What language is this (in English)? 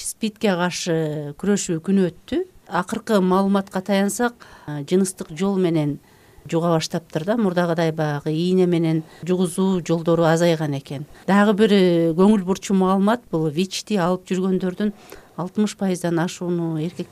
Kyrgyz